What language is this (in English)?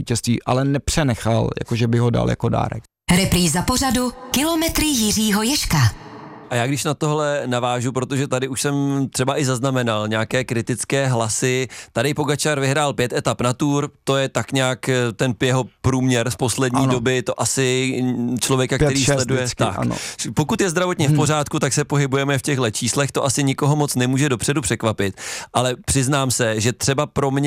Czech